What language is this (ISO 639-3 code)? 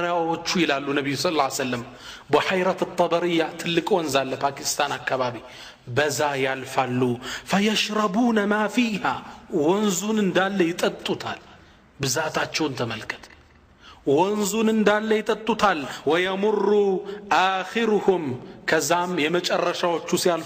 amh